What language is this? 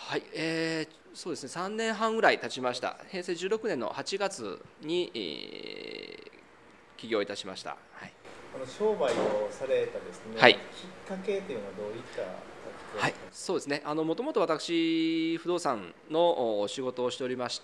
Japanese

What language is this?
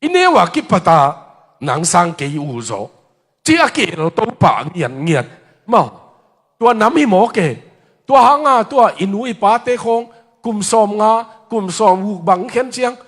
Tedim Chin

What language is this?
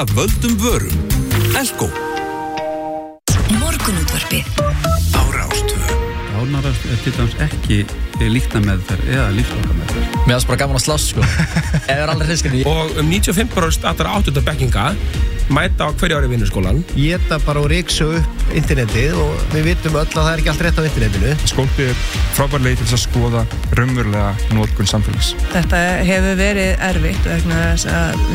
Icelandic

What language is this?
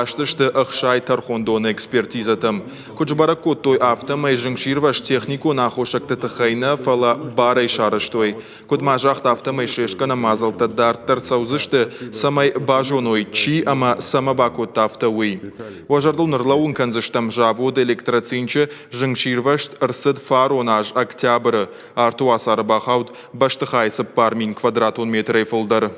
Ossetic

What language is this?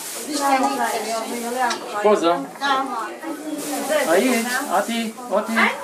Hungarian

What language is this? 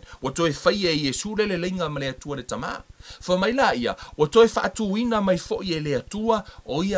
Samoan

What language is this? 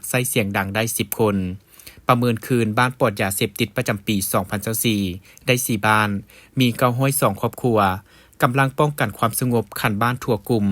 Lao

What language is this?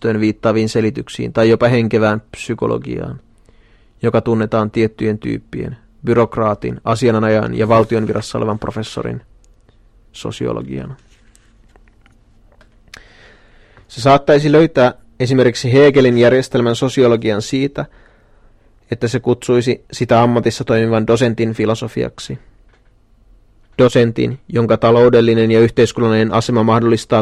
Finnish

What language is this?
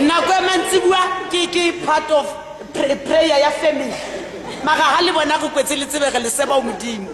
Southern Sotho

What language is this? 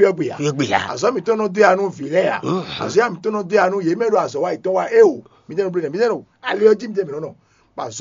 Fon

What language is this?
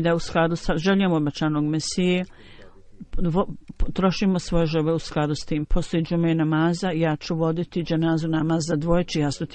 Bosnian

